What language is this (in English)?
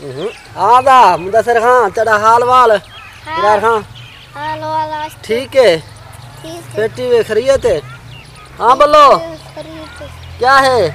Saraiki